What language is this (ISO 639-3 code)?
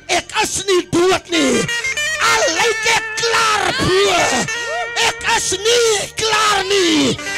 afr